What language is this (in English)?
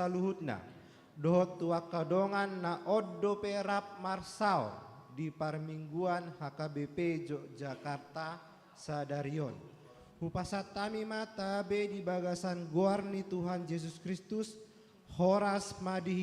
Batak Toba